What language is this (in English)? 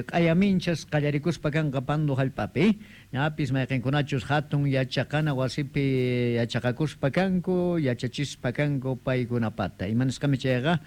South Bolivian Quechua